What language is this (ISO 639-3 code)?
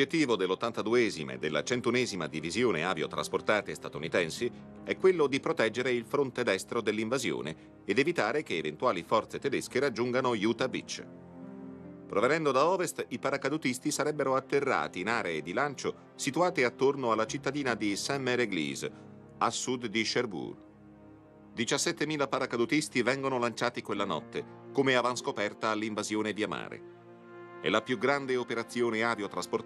ita